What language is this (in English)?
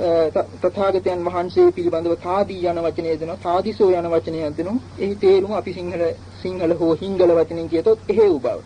Sinhala